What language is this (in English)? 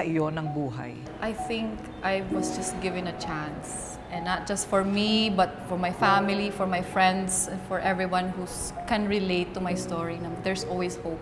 Filipino